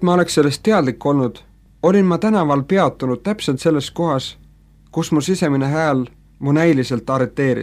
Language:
Estonian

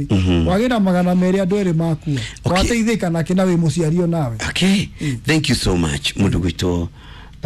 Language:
Kikuyu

